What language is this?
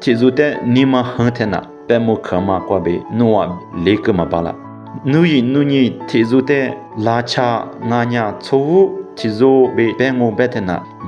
Lisu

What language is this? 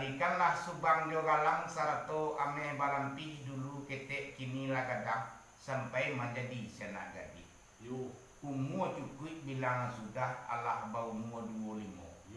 Minangkabau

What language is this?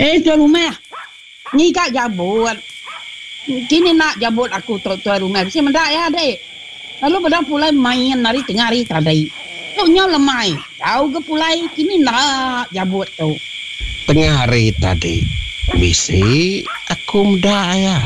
Iban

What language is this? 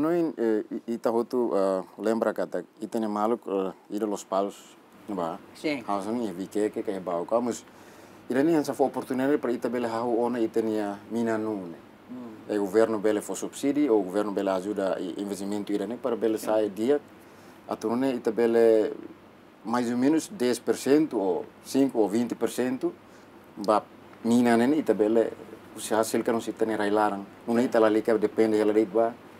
Tetum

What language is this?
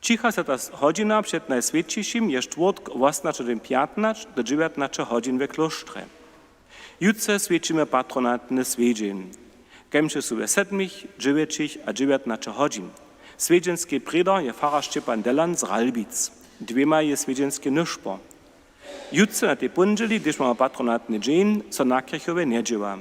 Upper Sorbian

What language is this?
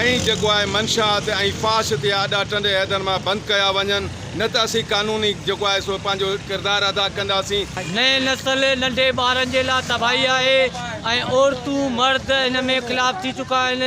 Sindhi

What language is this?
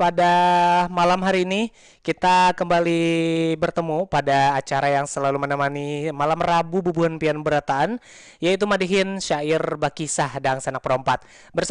Banjar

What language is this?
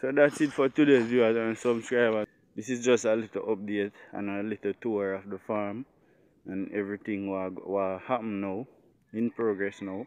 Jamaican Creole English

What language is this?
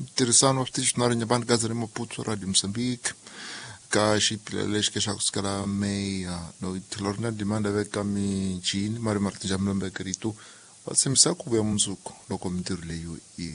Tsonga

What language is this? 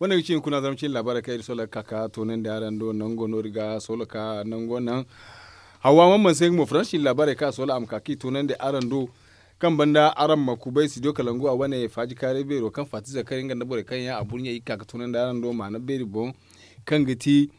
Zarma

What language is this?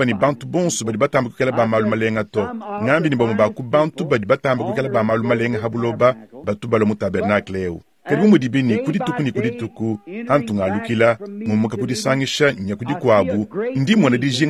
Luba-Lulua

